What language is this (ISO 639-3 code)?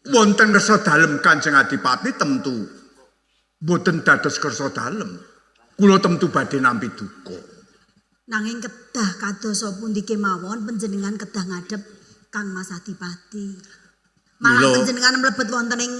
jav